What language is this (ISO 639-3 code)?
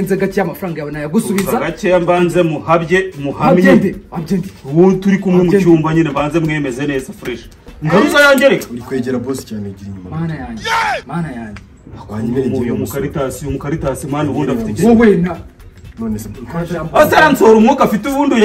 kin